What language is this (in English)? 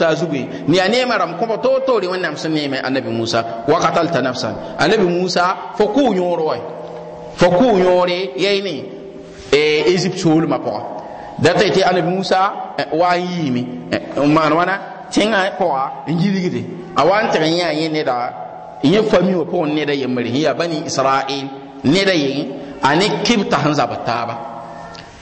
Mossi